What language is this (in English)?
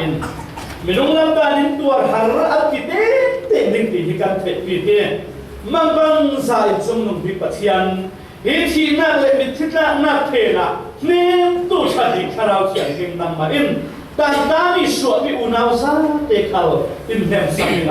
Falam Chin